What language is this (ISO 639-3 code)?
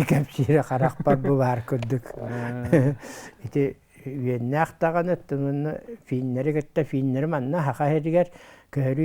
sah